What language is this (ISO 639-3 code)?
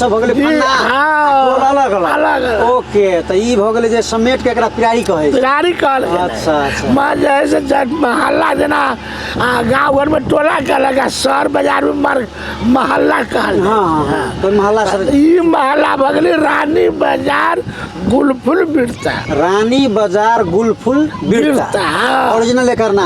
mai